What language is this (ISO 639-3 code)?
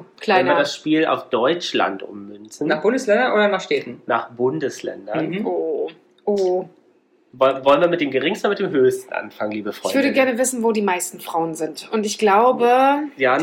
deu